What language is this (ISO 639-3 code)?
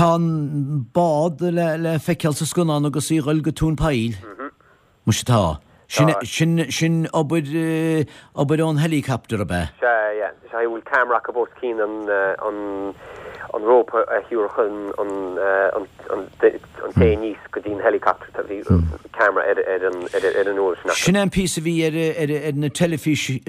gle